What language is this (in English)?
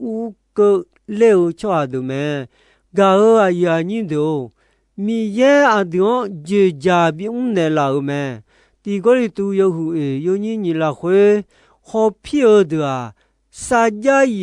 Akha